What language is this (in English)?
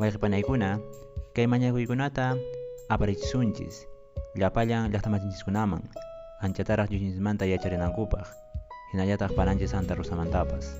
Quechua